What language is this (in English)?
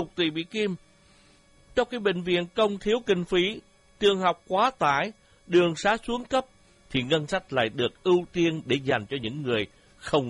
Vietnamese